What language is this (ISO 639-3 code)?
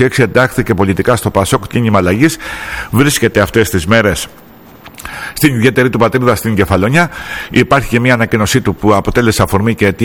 ell